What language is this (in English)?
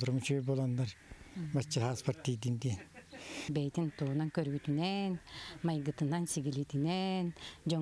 Yakut